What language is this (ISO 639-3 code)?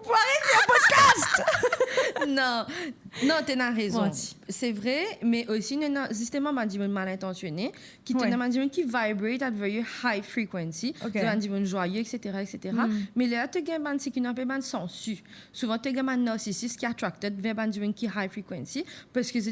mfe